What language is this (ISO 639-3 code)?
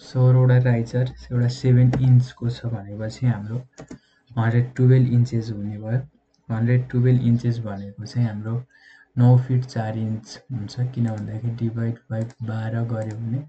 nep